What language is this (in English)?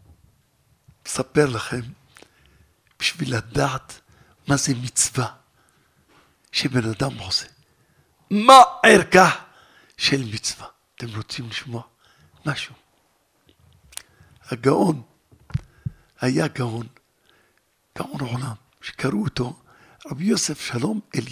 Hebrew